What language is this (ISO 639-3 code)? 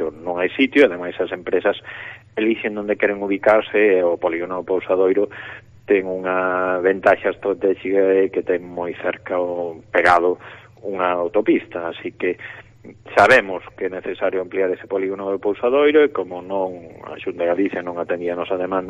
glg